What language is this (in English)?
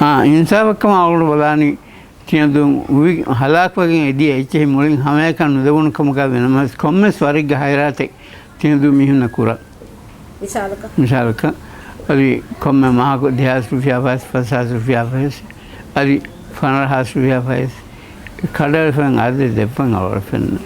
Divehi